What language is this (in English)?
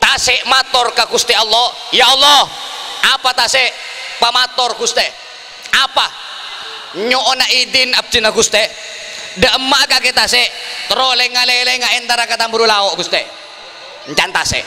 Madurese